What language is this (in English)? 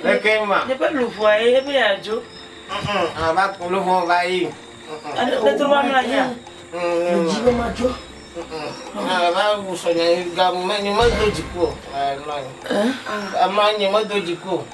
Ewe